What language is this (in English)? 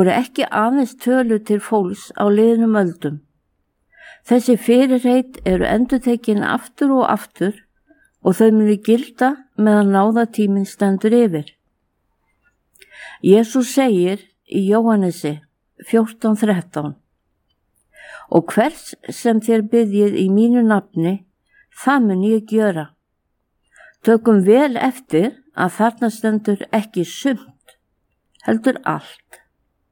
Icelandic